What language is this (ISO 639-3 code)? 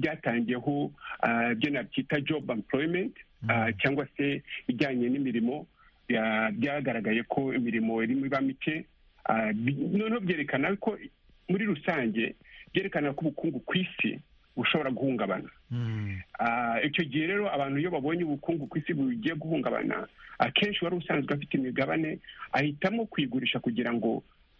kin